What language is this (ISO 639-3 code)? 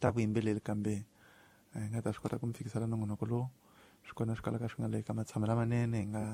tso